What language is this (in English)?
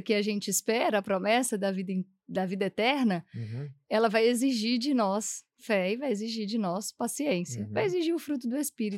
Portuguese